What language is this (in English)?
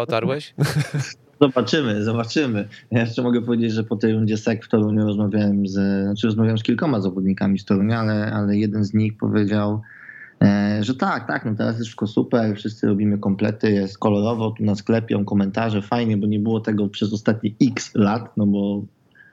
Polish